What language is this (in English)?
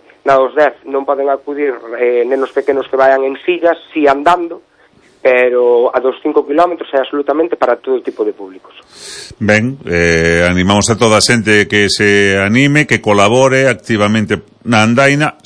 Galician